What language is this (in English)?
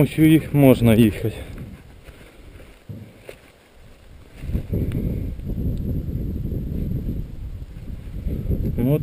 Ukrainian